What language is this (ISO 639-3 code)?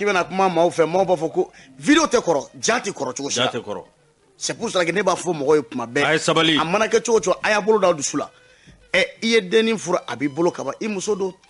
bam